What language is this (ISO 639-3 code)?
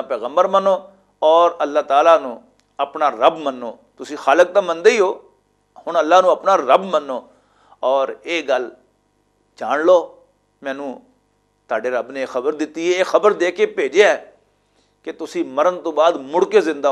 lah